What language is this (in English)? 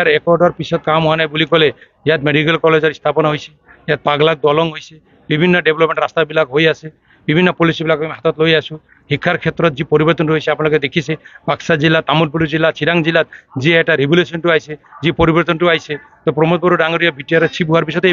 Assamese